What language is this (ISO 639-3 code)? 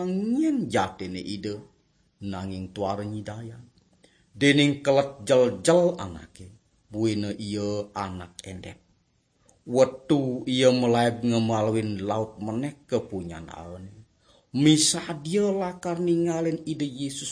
ban